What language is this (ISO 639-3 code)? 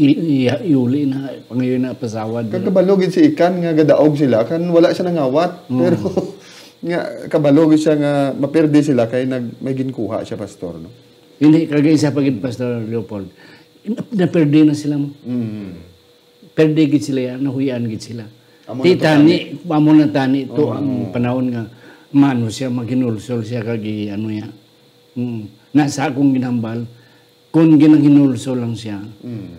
hil